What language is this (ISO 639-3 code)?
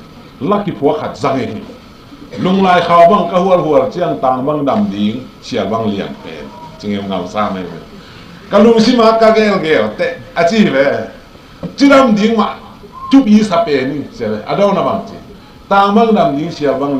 ctd